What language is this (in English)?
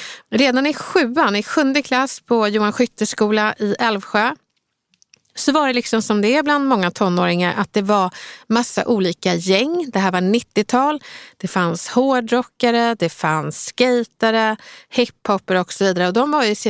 Swedish